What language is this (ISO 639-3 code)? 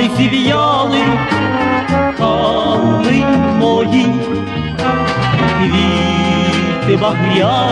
ukr